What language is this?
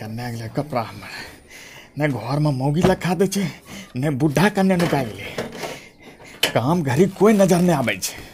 Angika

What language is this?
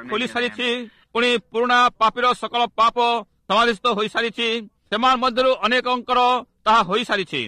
Odia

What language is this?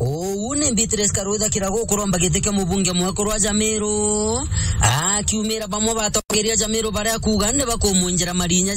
Meru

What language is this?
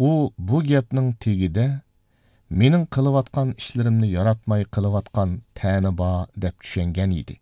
Uyghur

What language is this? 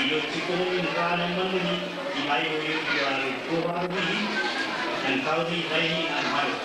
Marshallese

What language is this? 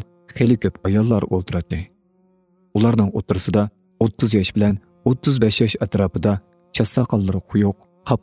Uyghur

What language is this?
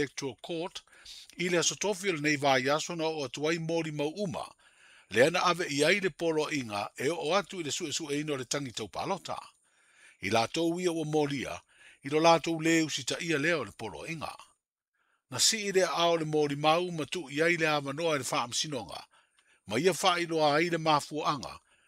Samoan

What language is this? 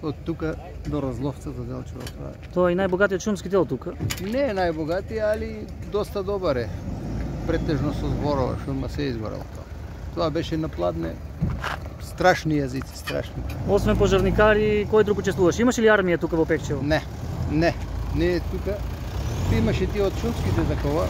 Macedonian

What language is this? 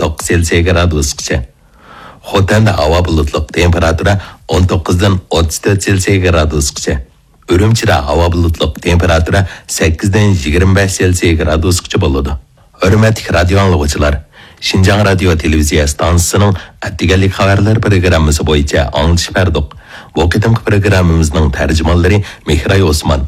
Uyghur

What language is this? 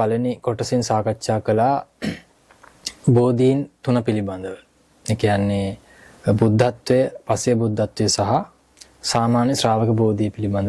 Sinhala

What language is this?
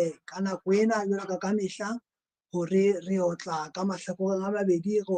Southern Sotho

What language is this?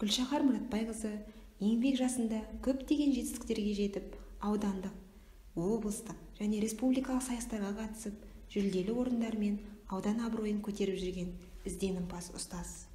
Kazakh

